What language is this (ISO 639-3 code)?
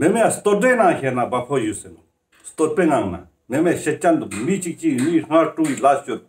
lbj